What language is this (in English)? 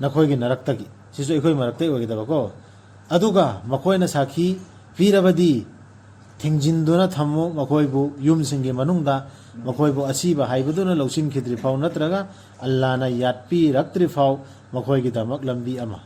Manipuri